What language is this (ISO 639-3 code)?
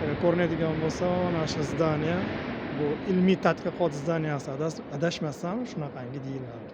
uzb